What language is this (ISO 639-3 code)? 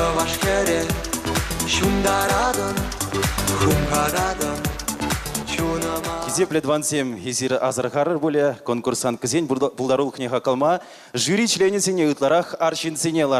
chv